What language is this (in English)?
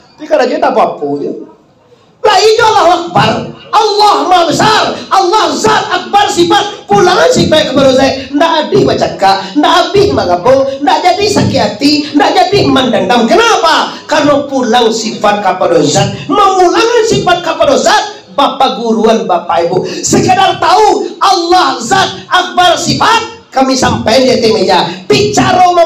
Minangkabau